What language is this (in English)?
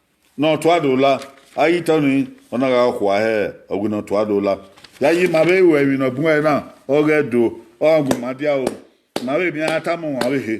Bini